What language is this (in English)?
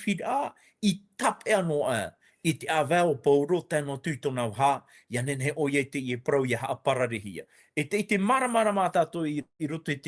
Tahitian